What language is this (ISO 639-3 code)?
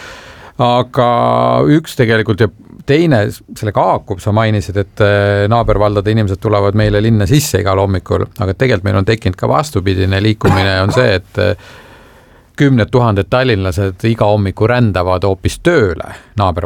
est